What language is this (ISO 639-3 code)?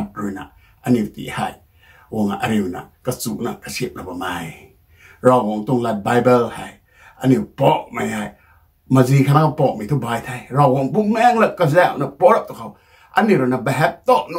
nbu